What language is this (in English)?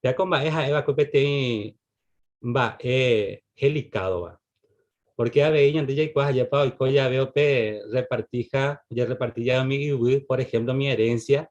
Guarani